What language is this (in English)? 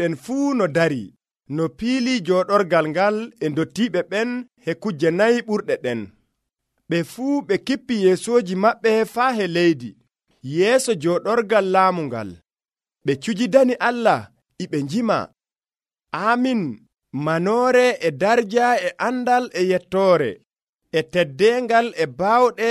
Nigerian Fulfulde